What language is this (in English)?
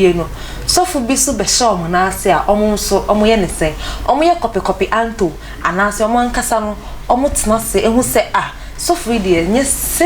Akan